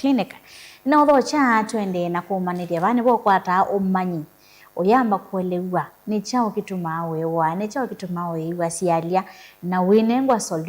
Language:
Kamba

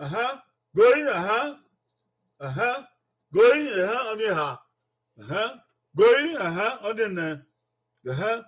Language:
Bini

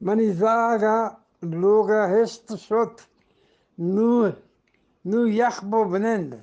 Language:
Eastern Balochi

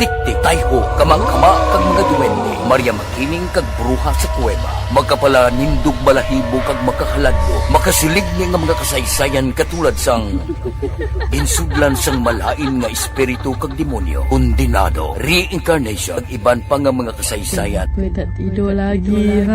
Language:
Hiligaynon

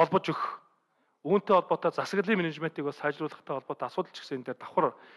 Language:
Mongolian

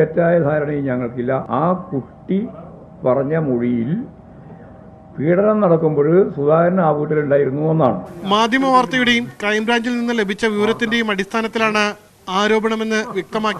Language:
Malayalam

